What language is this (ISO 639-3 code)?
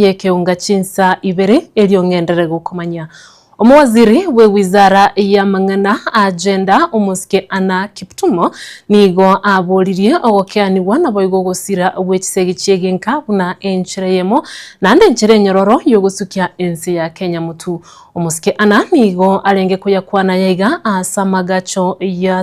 guz